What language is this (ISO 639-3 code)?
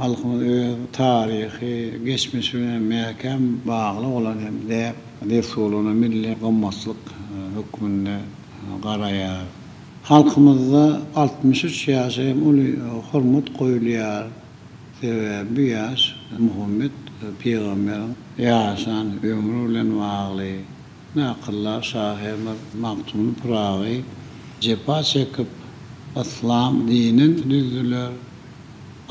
tuk